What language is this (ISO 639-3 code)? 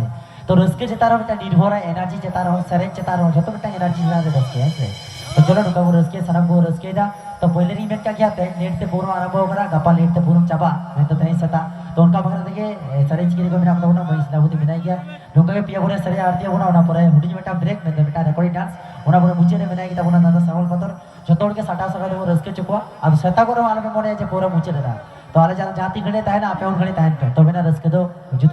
sat